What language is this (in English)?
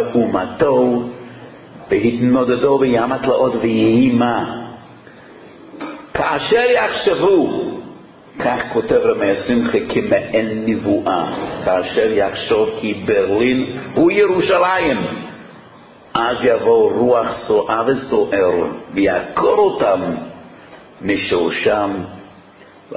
Hebrew